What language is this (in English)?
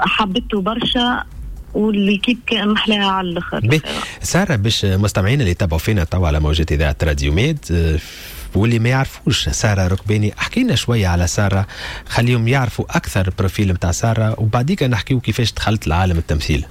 Tunisian Arabic